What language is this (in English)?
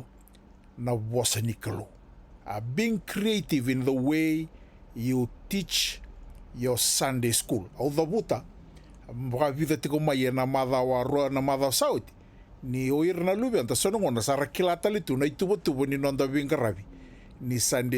Fijian